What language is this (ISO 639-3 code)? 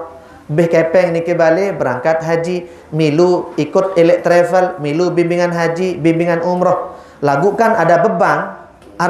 sas